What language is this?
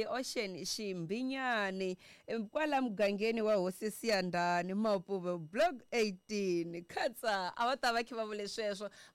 Tsonga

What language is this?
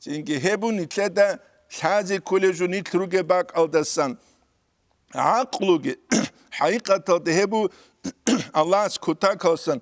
Avaric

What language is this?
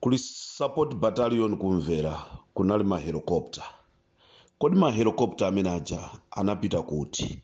Nyanja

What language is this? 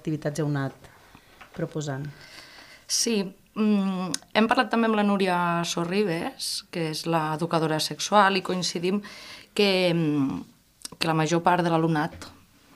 Catalan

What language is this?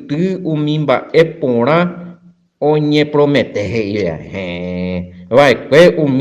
Guarani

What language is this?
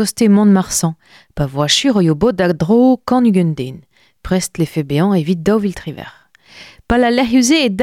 Breton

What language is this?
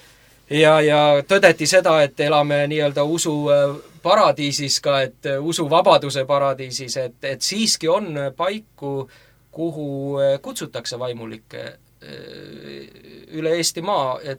Estonian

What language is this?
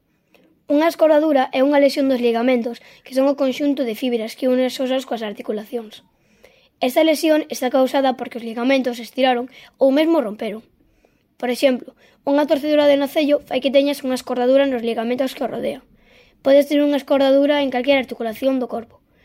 Galician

